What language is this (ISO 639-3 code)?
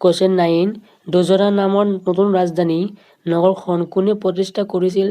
asm